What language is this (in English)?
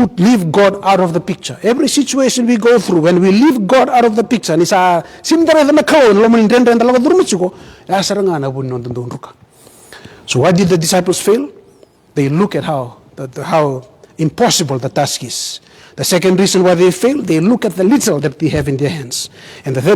Fijian